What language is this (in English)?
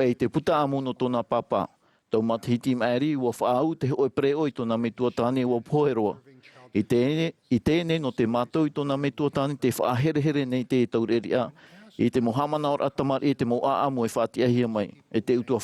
Tahitian